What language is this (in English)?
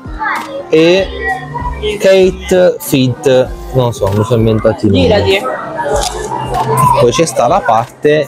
Italian